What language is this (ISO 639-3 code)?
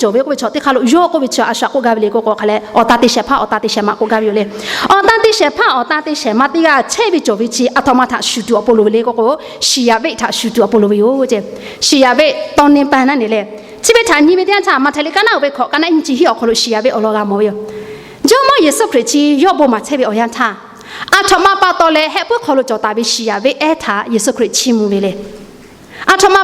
lhu